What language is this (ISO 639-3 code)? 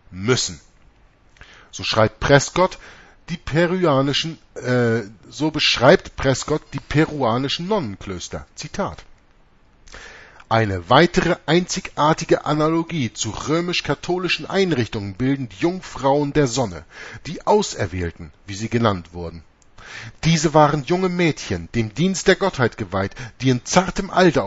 deu